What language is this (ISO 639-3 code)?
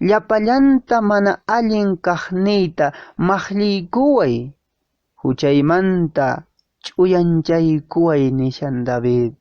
que